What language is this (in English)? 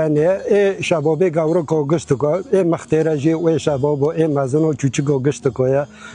Kurdish